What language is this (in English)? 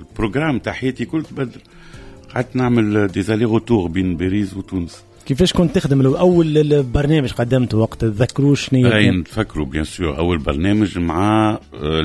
Tunisian Arabic